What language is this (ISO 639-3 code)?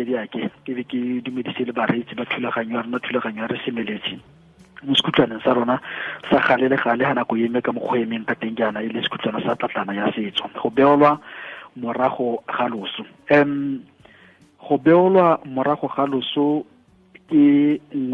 tsn